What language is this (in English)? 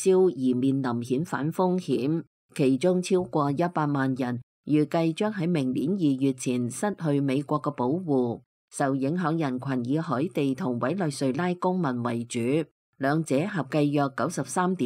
Cantonese